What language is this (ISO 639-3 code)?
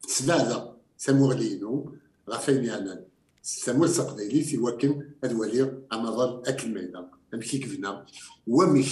kab